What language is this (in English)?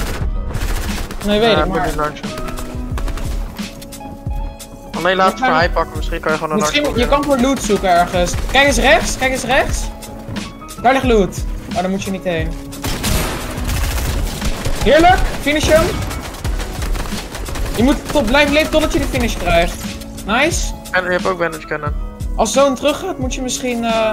Dutch